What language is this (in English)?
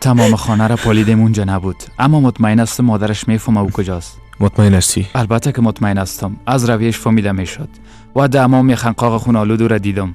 Persian